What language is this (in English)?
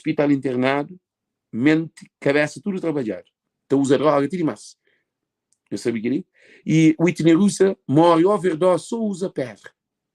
Kabuverdianu